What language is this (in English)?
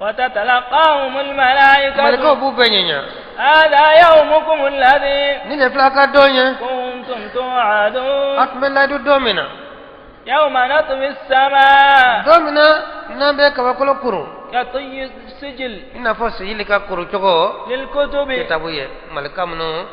Bambara